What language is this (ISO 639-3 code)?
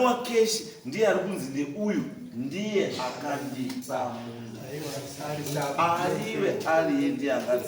sna